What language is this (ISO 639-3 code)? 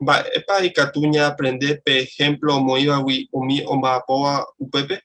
grn